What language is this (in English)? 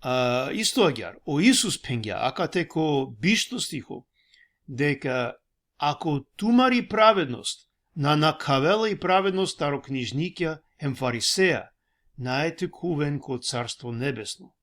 Balkan Romani